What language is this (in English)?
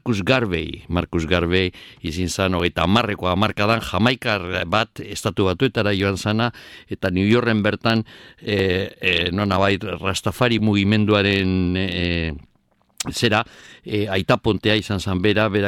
Basque